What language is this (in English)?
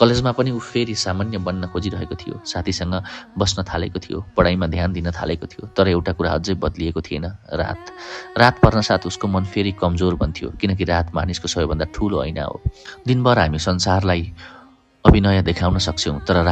Nepali